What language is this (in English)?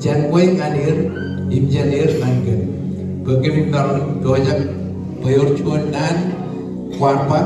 Marshallese